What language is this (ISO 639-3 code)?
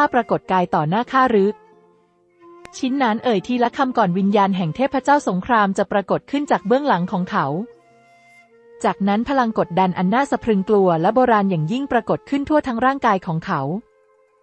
tha